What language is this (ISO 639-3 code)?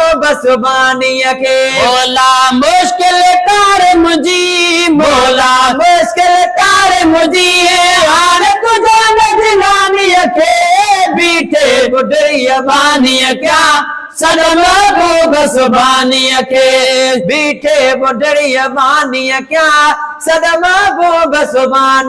snd